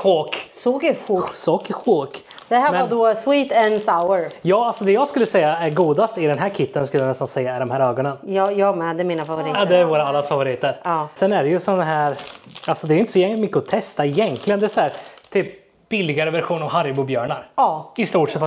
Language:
Swedish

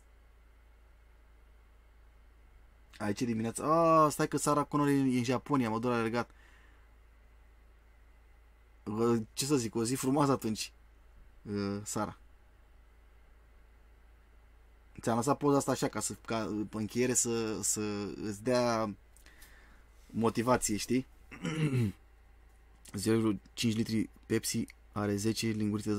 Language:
Romanian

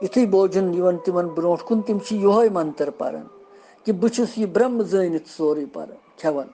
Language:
Kashmiri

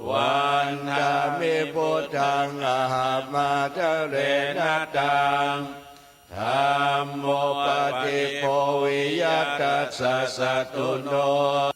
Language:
Pali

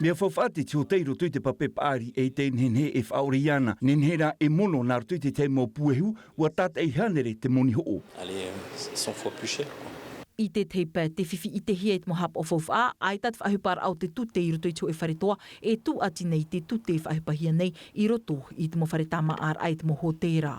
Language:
Tahitian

